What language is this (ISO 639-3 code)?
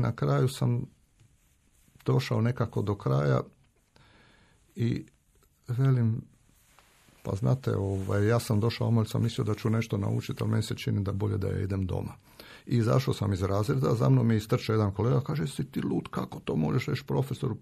hrv